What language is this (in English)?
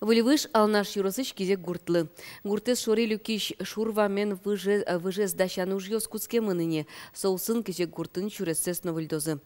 Udmurt